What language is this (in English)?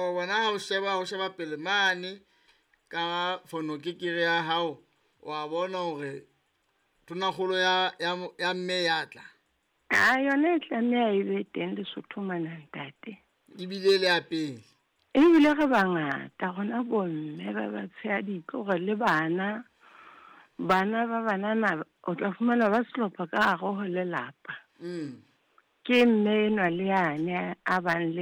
Southern Sotho